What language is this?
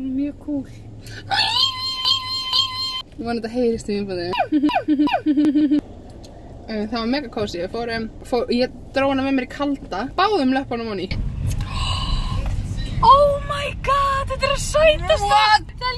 Icelandic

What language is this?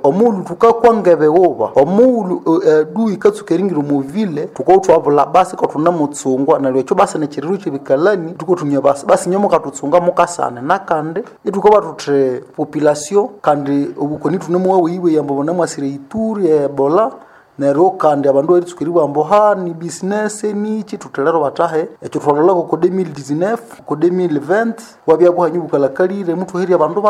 Nande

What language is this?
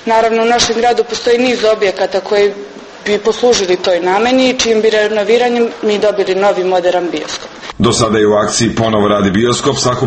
Serbian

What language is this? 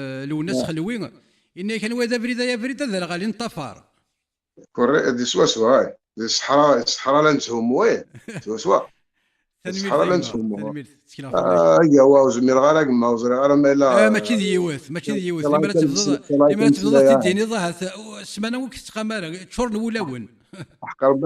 Kabyle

